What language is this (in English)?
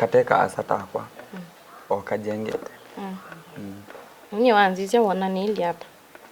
Kamba